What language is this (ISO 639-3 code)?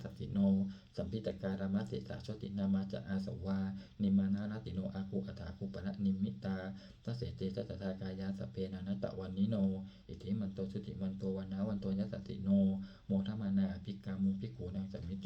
pli